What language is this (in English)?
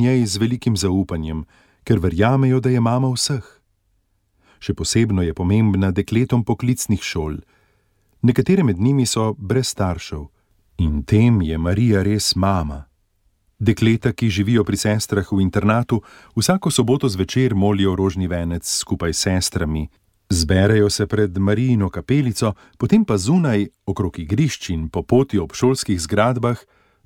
Slovenian